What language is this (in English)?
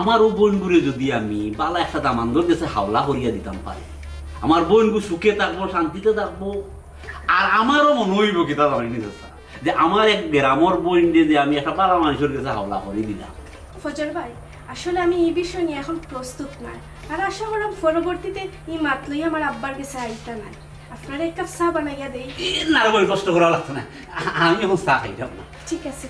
Sylheti